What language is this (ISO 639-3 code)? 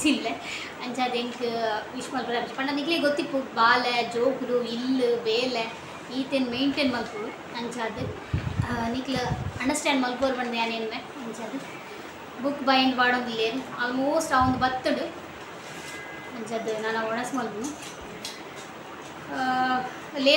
tcy